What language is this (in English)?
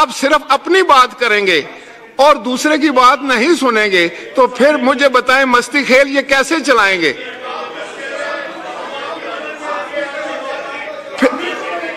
Hindi